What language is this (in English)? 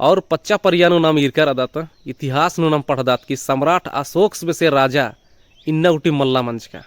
Kurukh